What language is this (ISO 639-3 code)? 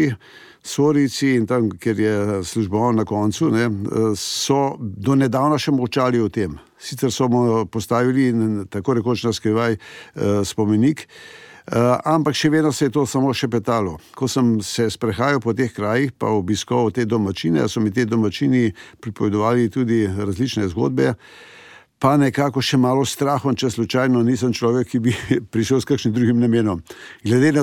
slv